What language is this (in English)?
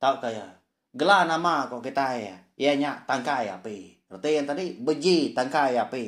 Iban